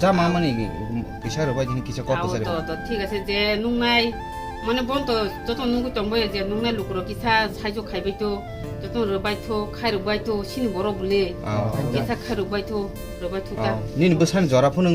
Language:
Kok Borok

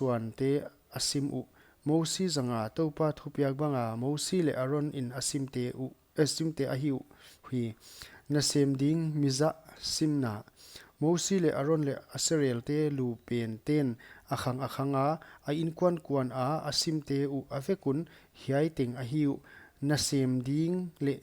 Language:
Paite Chin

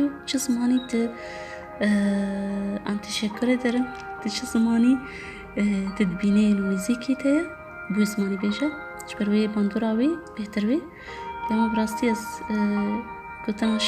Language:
Kurdish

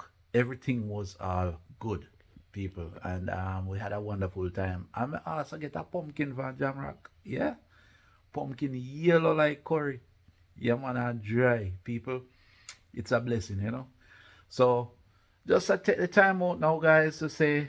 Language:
Jamaican Creole English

